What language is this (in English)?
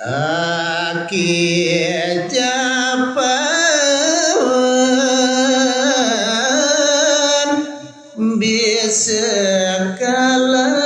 Balinese